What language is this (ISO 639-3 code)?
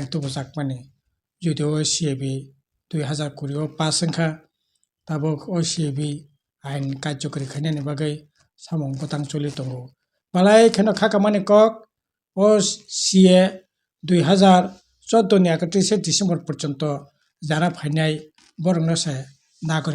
trp